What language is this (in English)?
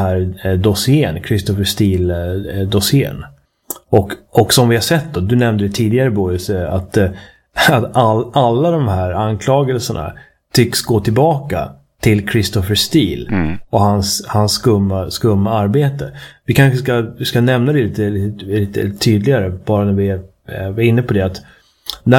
Swedish